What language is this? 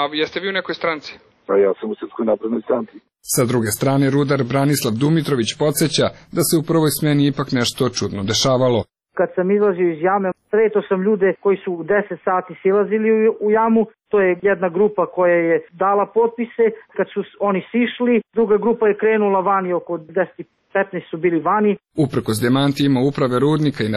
Serbian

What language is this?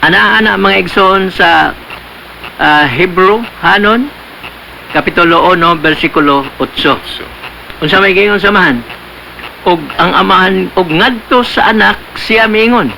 Cebuano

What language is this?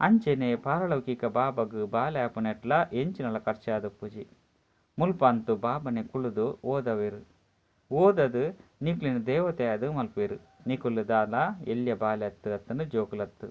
Tulu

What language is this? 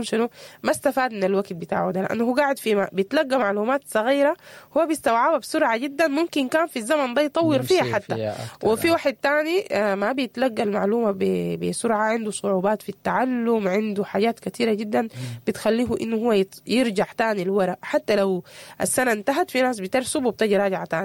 Sudanese Arabic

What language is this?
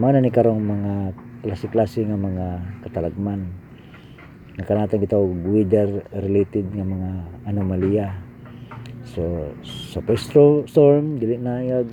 Cebuano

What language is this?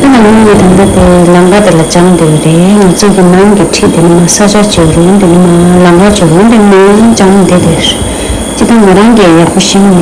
Tibetan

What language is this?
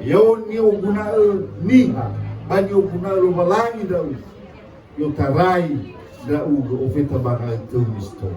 Nias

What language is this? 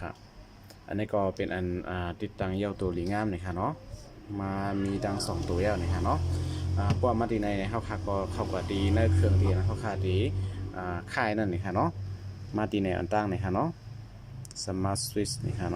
Shan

